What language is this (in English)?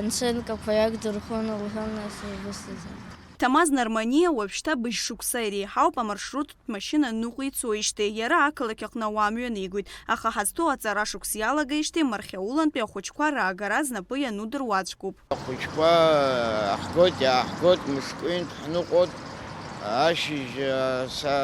Abkhazian